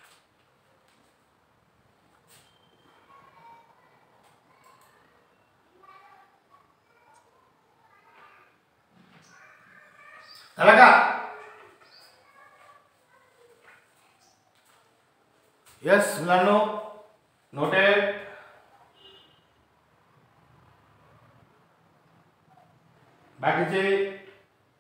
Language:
Marathi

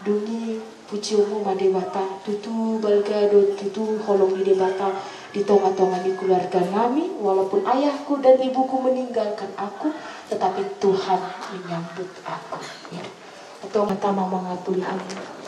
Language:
Batak Toba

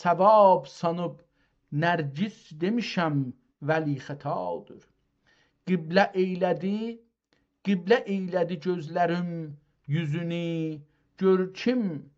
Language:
South Azerbaijani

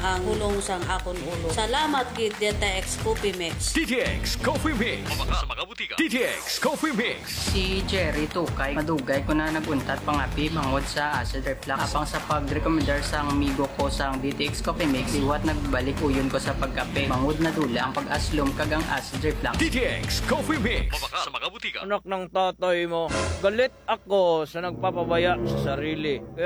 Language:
Hiligaynon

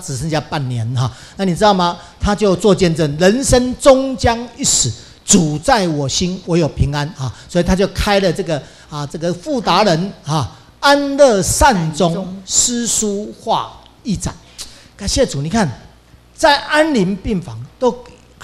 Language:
Chinese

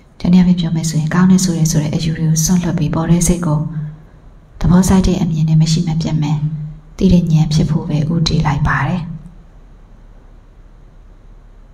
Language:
Burmese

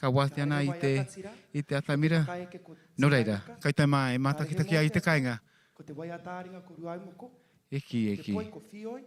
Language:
Māori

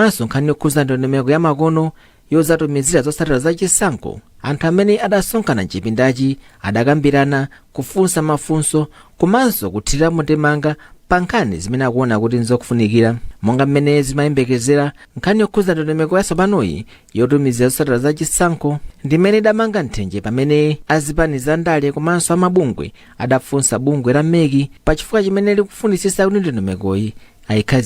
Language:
Nyanja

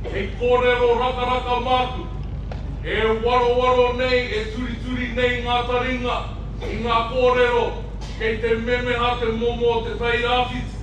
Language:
Māori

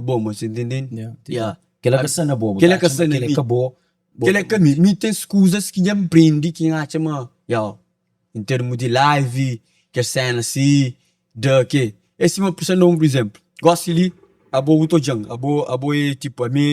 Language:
Kabuverdianu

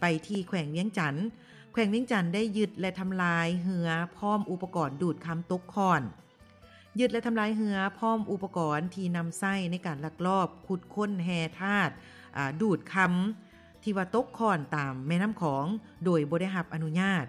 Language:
Lao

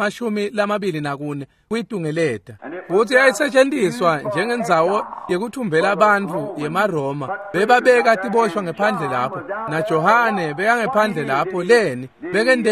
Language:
Swati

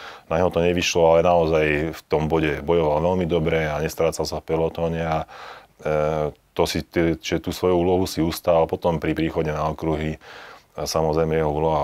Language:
Slovak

